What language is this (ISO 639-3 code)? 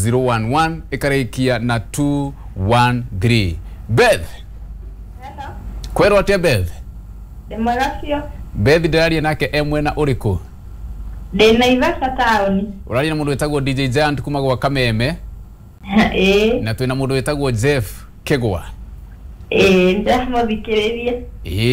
kik